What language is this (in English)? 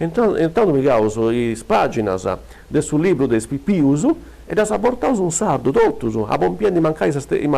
Sardinian